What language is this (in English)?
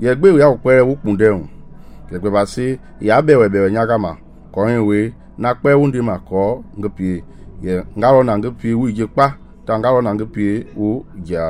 Mende